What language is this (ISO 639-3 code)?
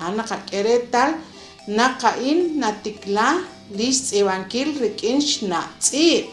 kek